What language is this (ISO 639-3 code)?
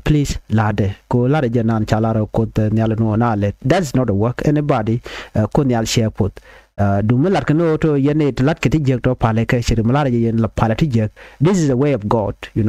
nus